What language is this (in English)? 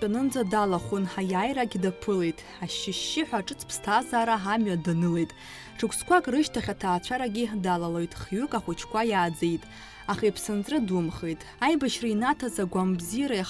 Abkhazian